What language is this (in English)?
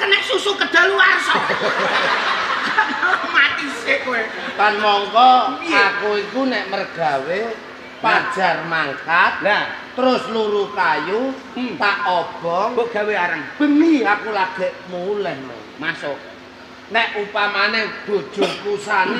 Javanese